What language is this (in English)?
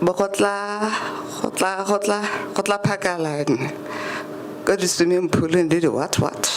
Tswana